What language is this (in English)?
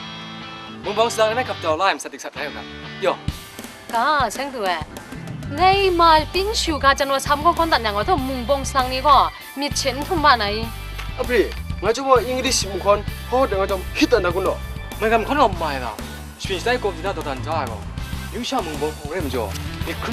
Kachin